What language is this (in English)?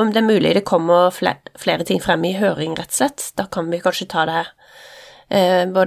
Norwegian